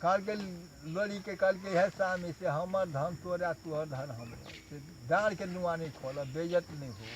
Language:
Maithili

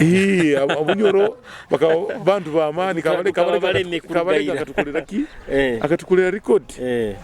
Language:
Nyoro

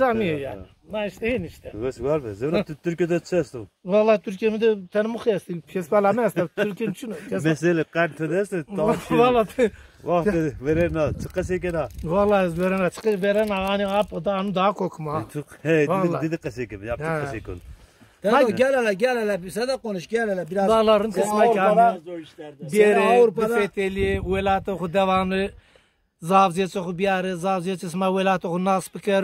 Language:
Zaza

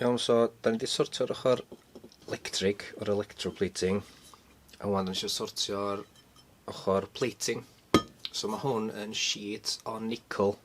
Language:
Welsh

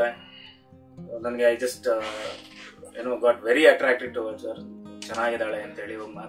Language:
Kannada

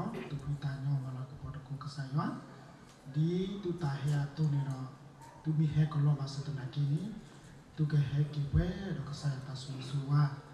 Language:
S'gaw Karen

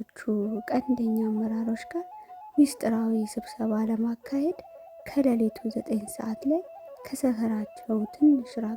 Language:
Amharic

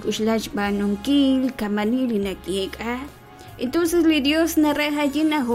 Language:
Kekchí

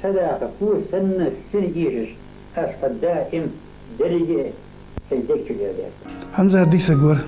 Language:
Ingush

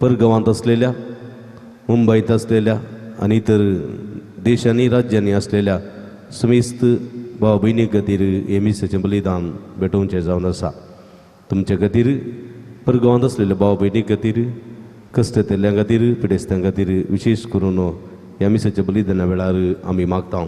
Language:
Konkani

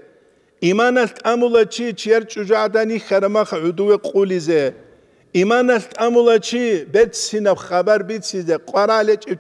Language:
Avaric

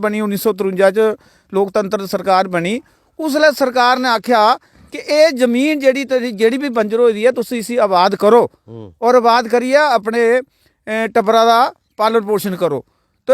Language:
Dogri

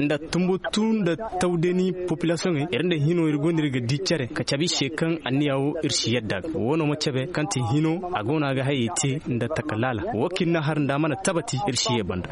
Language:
Zarma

